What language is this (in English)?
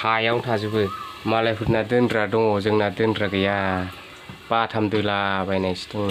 Bodo